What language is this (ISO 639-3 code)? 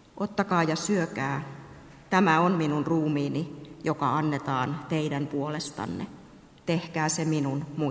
fin